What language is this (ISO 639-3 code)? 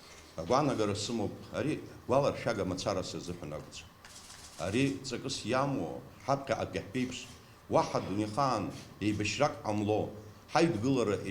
abk